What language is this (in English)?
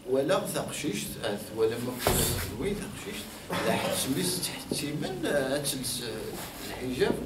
Kabyle